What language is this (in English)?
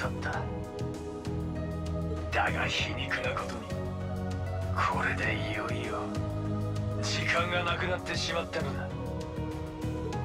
Japanese